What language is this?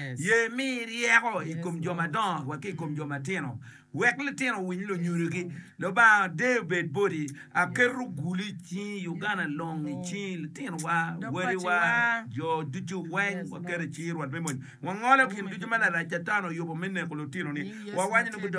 Acoli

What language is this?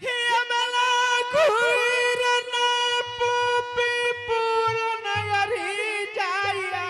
Angika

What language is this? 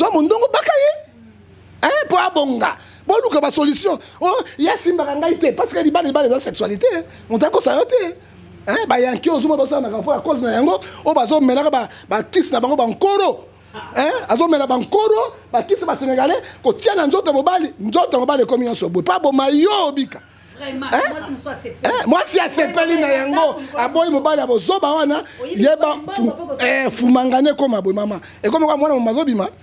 Lingala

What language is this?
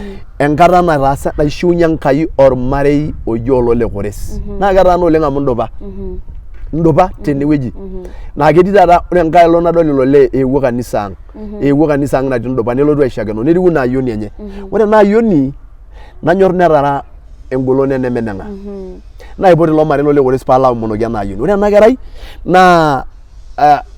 Masai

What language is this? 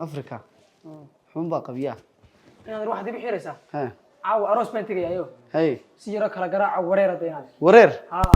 Somali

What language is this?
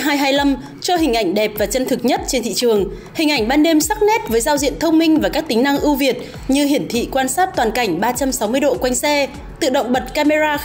Vietnamese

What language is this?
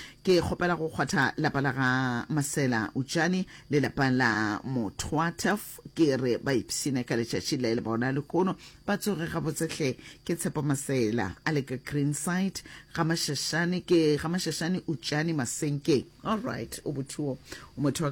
Northern Sotho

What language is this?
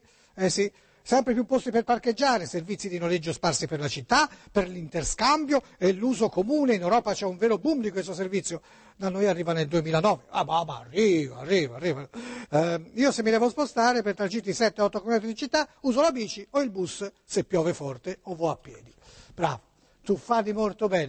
Italian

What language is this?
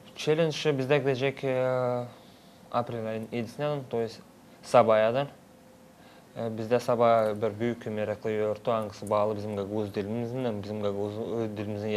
Gagauz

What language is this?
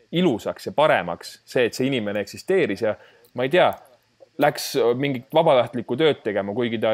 Estonian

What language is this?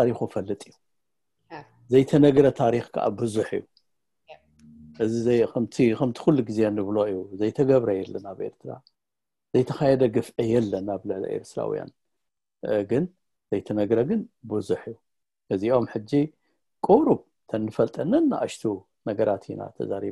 Tigrinya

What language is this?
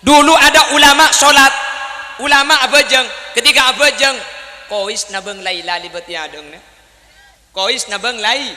Madurese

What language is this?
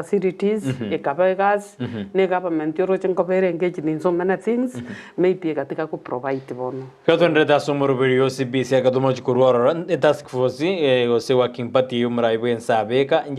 Gusii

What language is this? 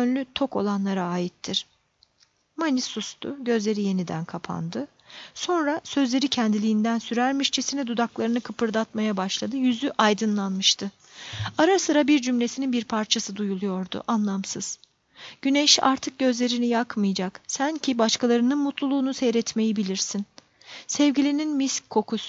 Turkish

